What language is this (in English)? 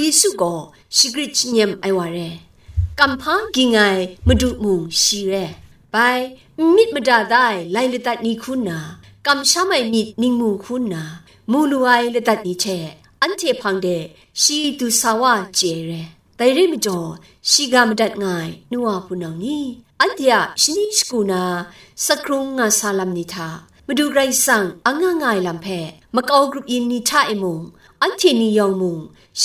Kachin